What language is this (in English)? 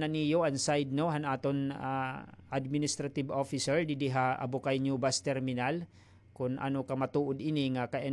Waray